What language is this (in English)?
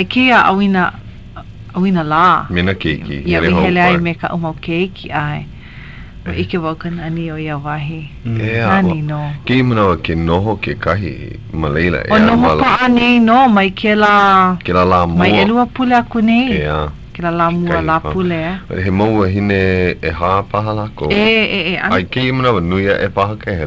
Hawaiian